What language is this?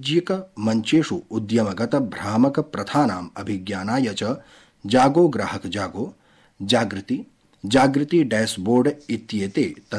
Sanskrit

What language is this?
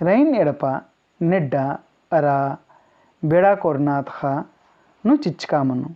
Kurukh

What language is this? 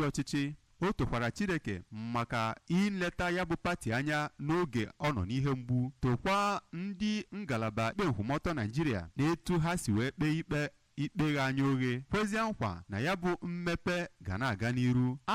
Igbo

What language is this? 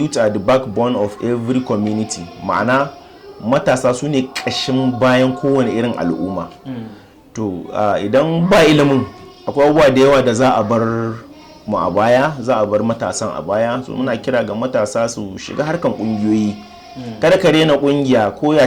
Hausa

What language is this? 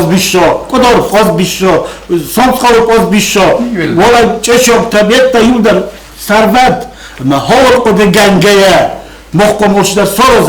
Ossetic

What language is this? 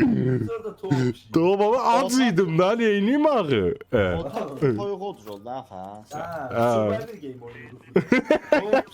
South Azerbaijani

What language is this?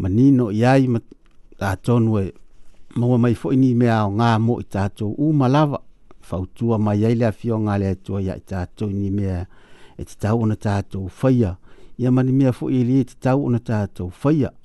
Samoan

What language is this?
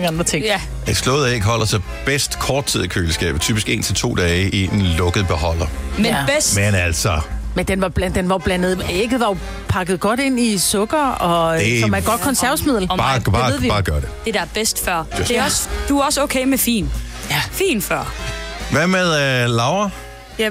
Danish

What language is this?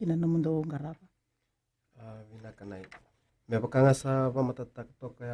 Fijian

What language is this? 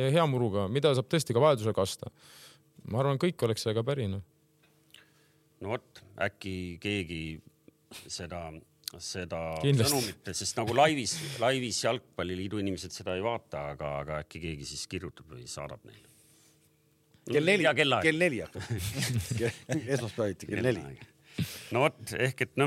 Estonian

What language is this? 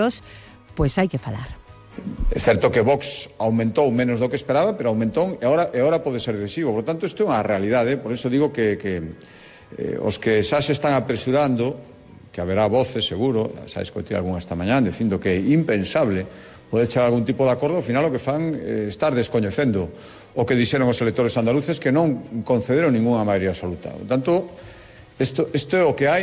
Galician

